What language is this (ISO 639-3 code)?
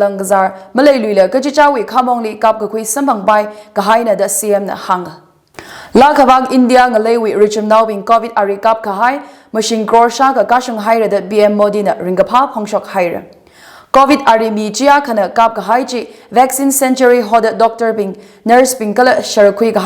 nmf